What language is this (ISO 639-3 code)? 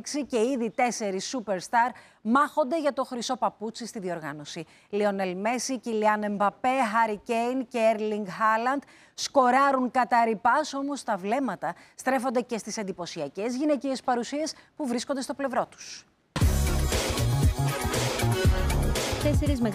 ell